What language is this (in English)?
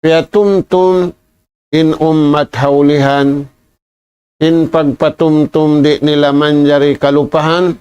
Tausug